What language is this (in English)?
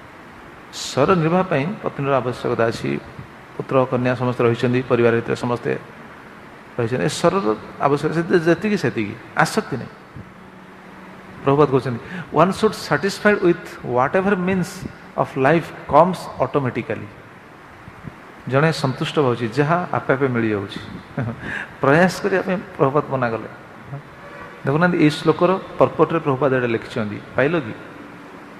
Odia